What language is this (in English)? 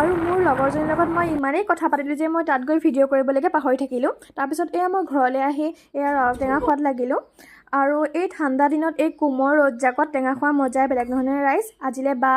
Assamese